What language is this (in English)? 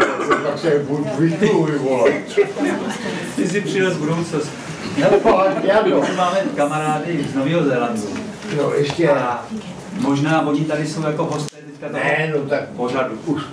Czech